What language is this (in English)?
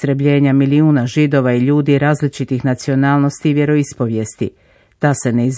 Croatian